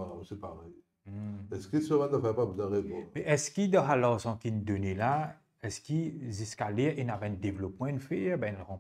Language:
Morisyen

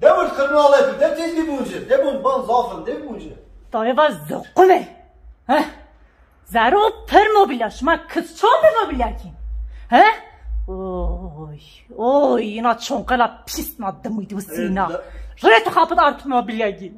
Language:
Zaza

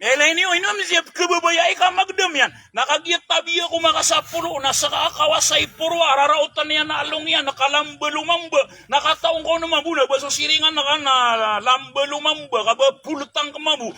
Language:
Maranao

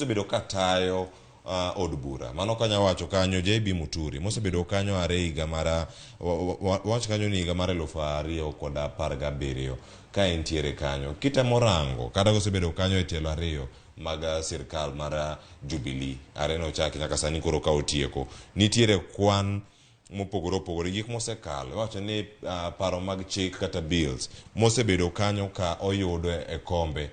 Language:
Luo (Kenya and Tanzania)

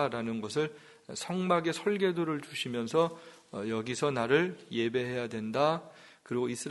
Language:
Korean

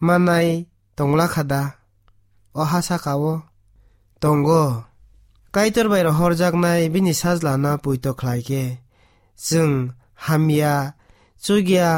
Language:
Kok Borok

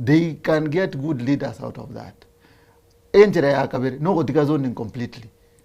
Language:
Gusii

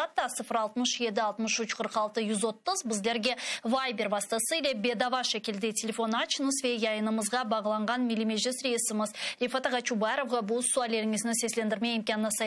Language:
Crimean Tatar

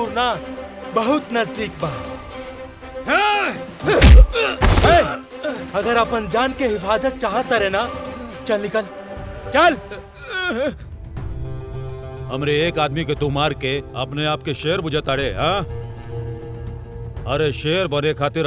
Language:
Bhojpuri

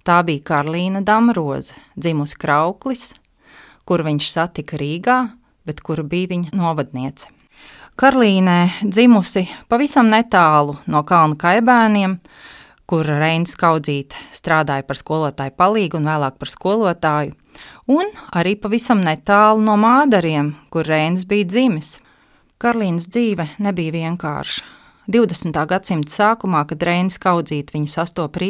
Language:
Latvian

